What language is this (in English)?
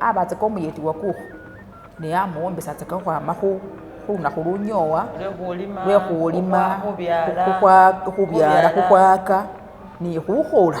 Masaaba